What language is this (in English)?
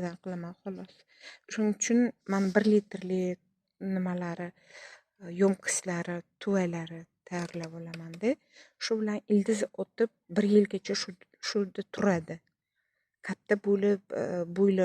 Uzbek